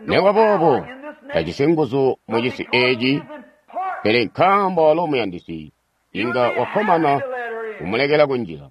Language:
Tonga (Zambia)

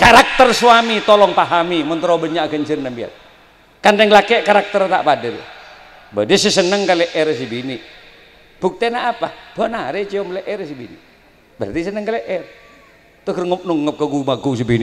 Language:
Madurese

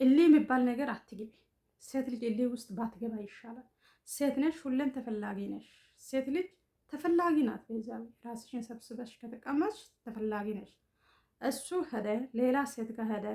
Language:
Amharic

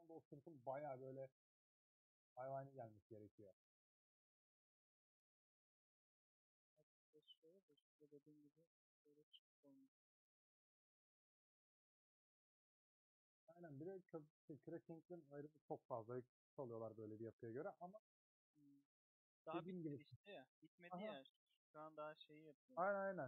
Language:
Turkish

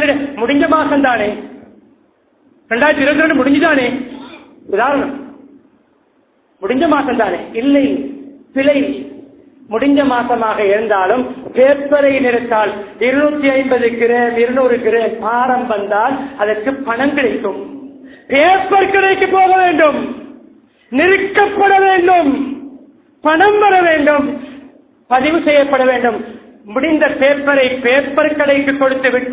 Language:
Tamil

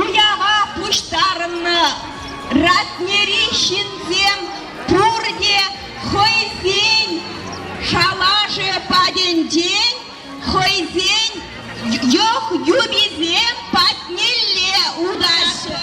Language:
Chuvash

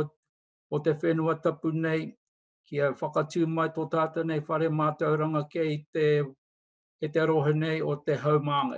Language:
Māori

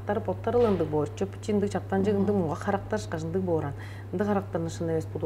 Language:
Tuvinian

